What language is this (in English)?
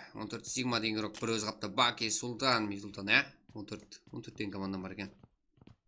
Kara-Kalpak